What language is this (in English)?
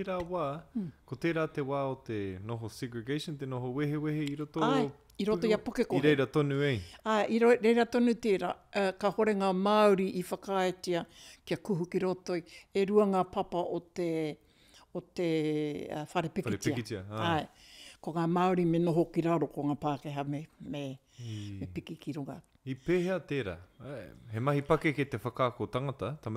Māori